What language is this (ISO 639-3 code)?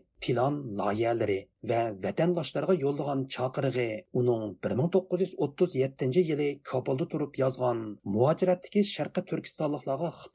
uig